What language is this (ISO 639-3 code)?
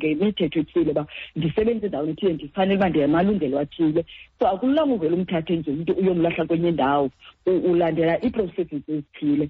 xho